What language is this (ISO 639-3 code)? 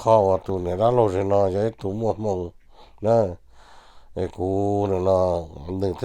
hmn